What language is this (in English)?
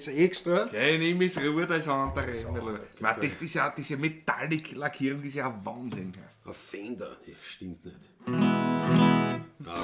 Bavarian